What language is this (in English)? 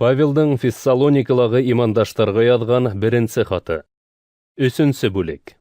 Bashkir